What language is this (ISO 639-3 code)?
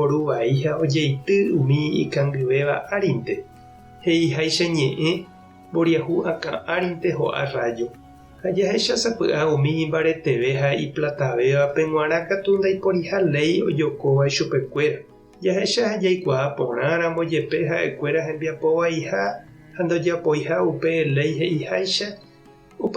grn